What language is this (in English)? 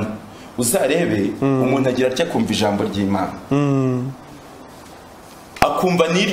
Kinyarwanda